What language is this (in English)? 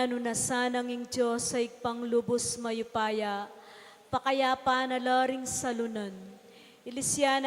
Pampanga